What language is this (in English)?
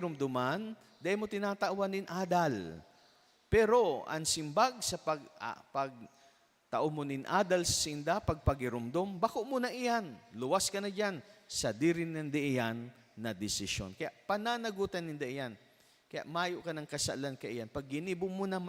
Bikol